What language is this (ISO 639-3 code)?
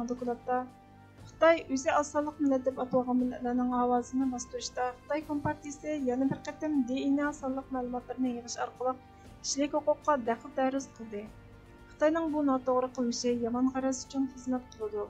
uig